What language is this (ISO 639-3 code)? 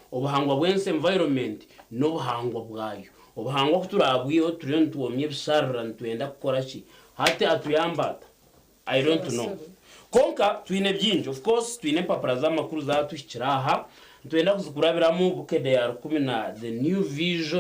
nyn